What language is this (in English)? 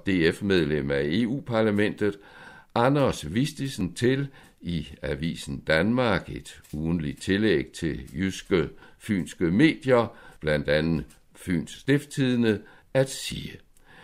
Danish